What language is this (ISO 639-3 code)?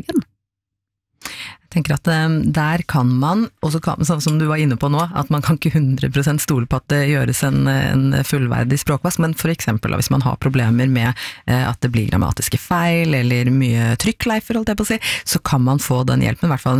nor